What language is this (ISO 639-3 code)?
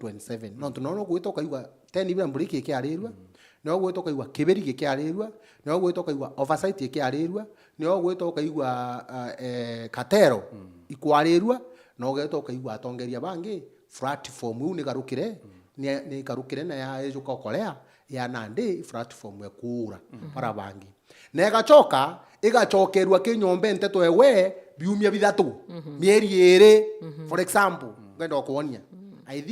mer